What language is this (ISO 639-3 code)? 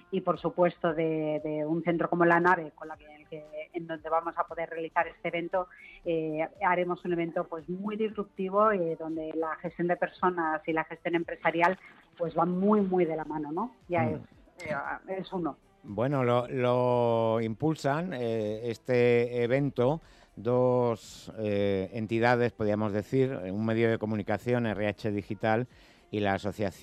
spa